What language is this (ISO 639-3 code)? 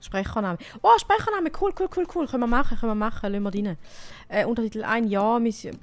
gsw